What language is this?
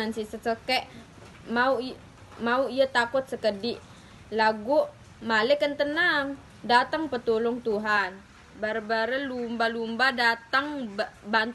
Sasak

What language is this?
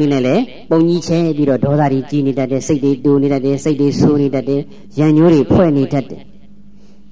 Burmese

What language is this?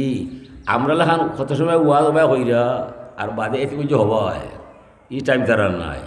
Sylheti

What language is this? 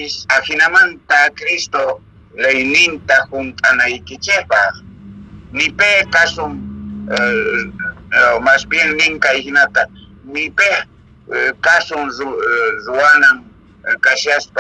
Quechua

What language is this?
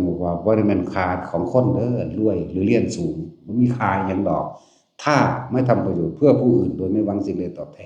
Northeastern Thai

